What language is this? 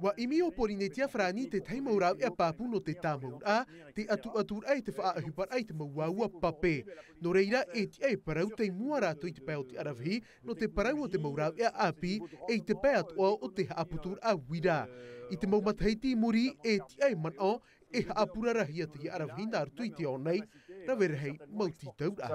Tahitian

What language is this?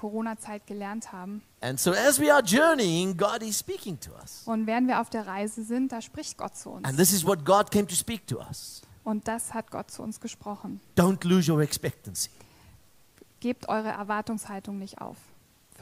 German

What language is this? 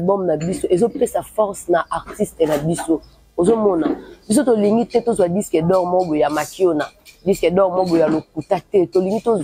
Lingala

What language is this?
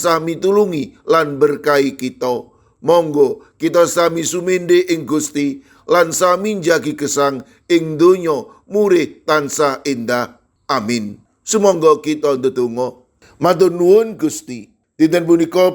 Javanese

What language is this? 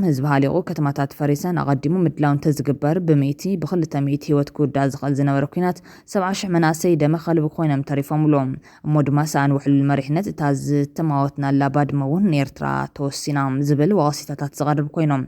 Tigrinya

